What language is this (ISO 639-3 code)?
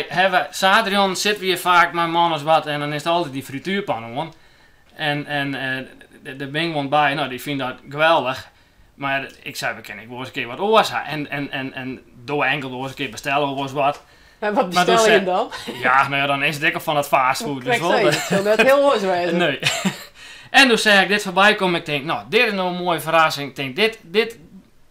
fry